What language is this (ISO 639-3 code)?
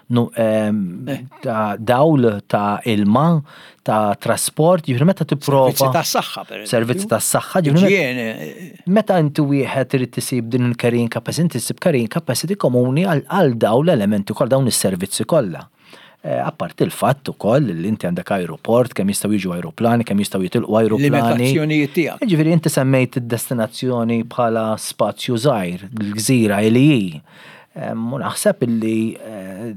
mlt